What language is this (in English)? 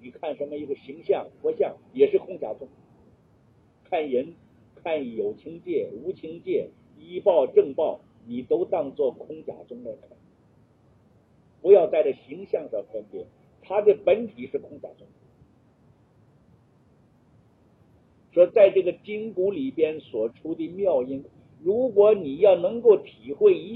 Chinese